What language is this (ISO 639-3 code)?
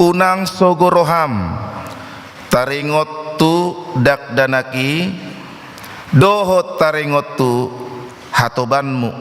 bbc